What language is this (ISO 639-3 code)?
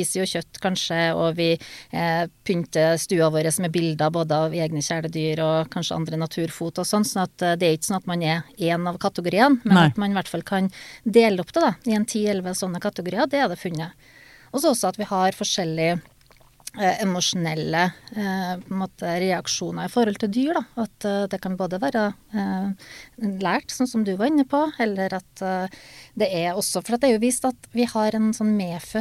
nor